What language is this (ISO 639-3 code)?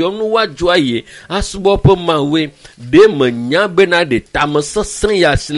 ewe